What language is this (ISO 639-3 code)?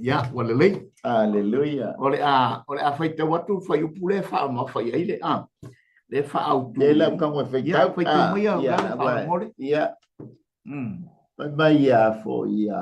smo